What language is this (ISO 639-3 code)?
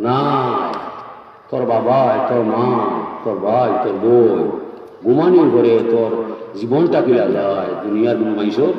syl